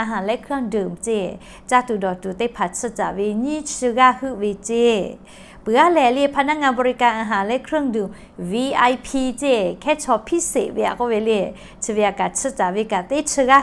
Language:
Lahu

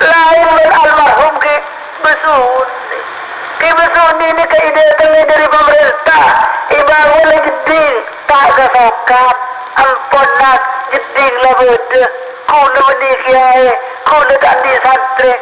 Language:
Madurese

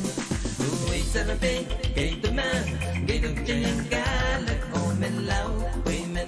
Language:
Pohnpeian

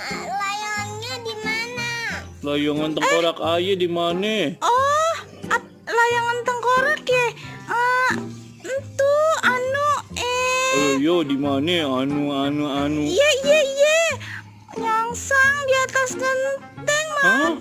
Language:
Betawi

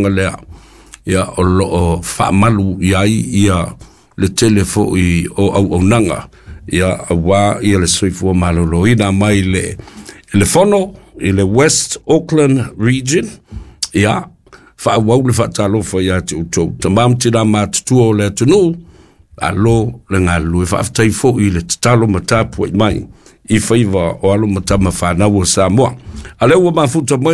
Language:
Samoan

